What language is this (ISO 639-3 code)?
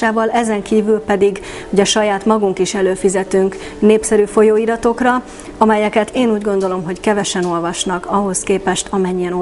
hun